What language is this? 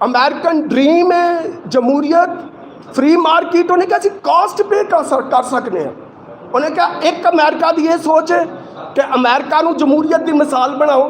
Saraiki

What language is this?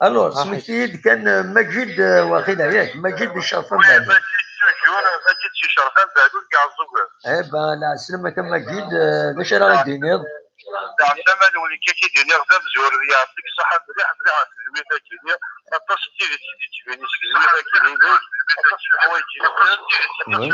Kabyle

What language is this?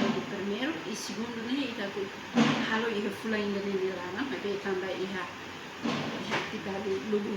Tetum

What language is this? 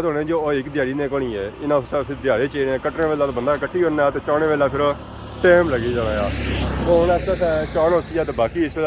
Pahari-Potwari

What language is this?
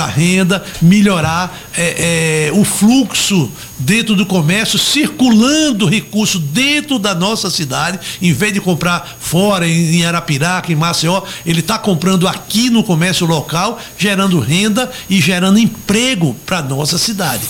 Portuguese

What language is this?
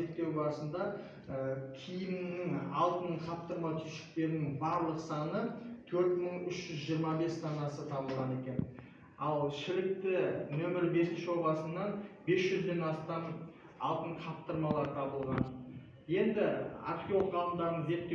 Kazakh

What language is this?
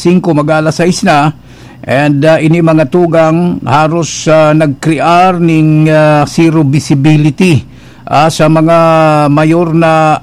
Bikol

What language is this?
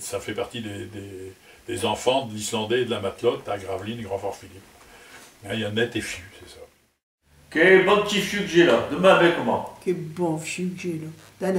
Picard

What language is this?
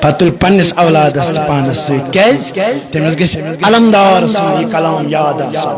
Kashmiri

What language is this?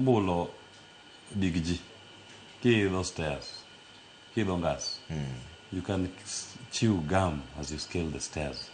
Luo (Kenya and Tanzania)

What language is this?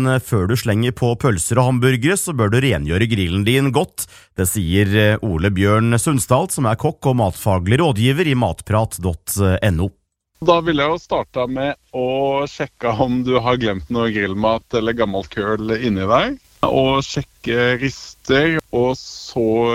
Norwegian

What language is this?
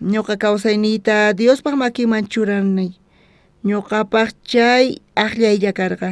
South Bolivian Quechua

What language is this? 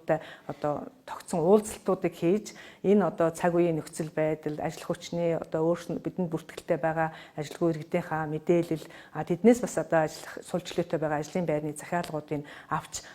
Mongolian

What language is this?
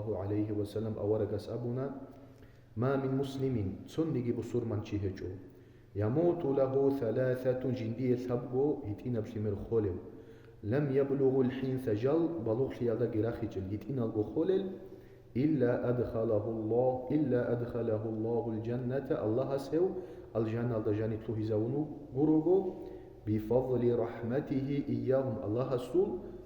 Avaric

